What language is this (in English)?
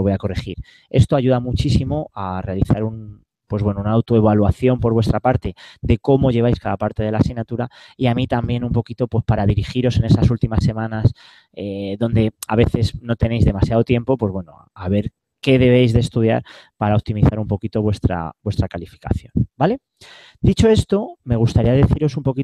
Spanish